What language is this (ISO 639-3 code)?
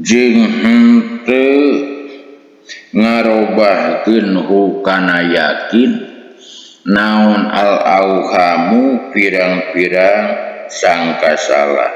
sun